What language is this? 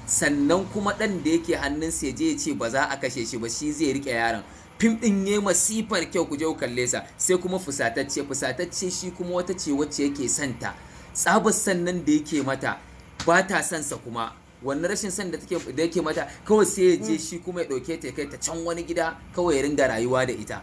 Hausa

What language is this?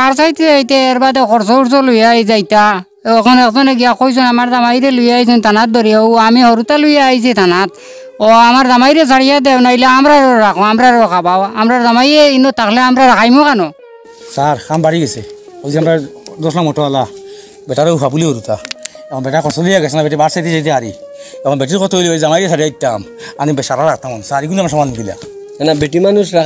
Sylheti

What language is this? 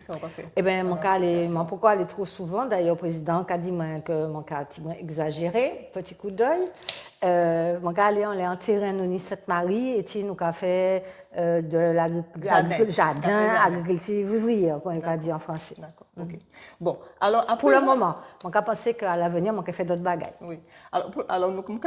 Guadeloupean Creole French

